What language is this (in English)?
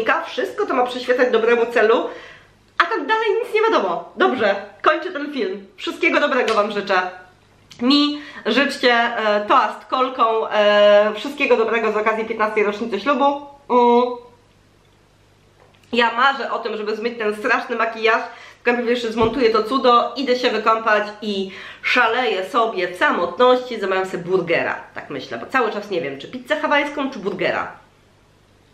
Polish